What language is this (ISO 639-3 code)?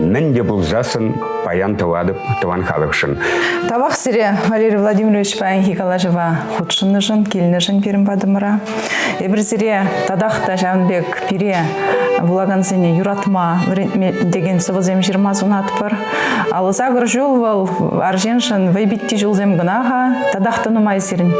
chv